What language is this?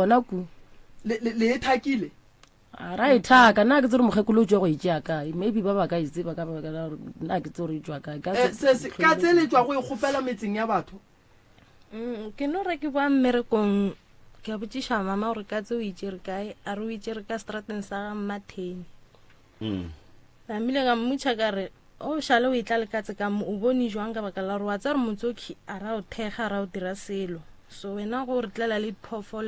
Northern Sotho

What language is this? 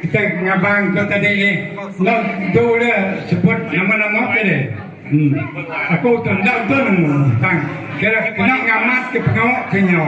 Iban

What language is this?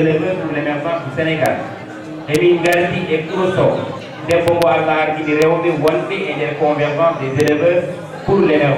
Fula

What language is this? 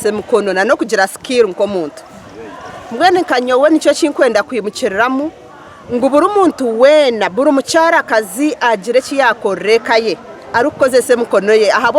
Nyankole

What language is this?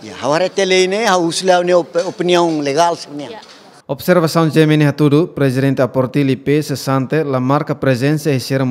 Tetum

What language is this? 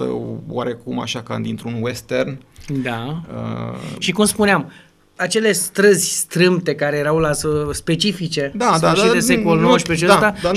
Romanian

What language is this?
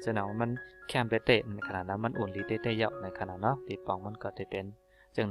Shan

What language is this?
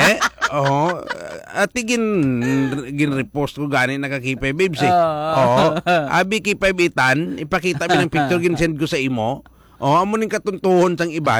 Hiligaynon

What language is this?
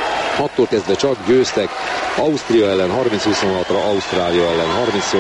Hungarian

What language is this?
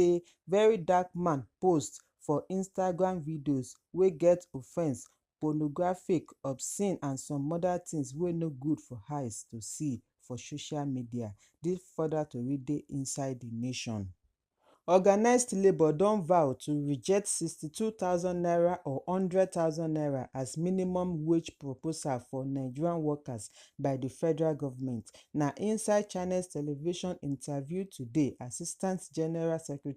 Nigerian Pidgin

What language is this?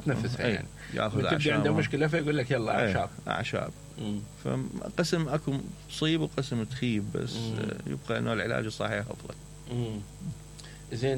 Mesopotamian Arabic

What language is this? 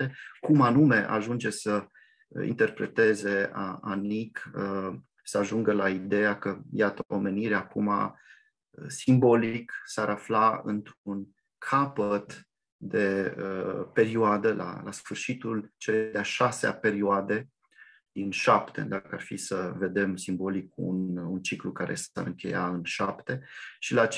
Romanian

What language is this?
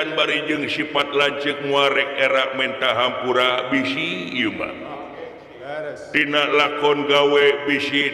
Sundanese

